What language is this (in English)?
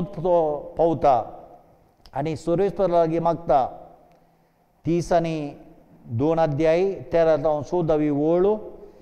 Konkani